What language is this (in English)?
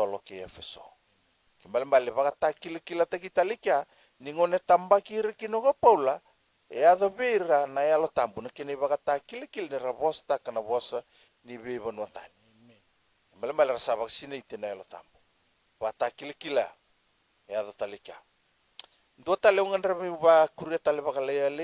Fijian